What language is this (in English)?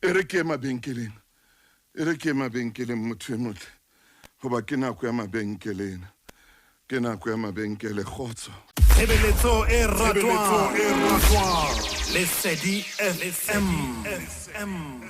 Southern Sotho